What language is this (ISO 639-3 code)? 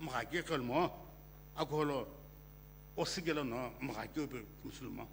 nsm